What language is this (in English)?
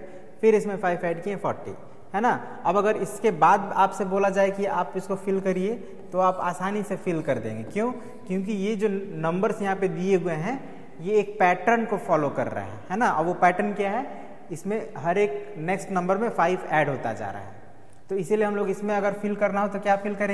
Hindi